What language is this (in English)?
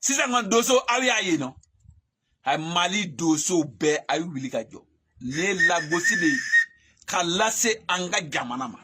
Bambara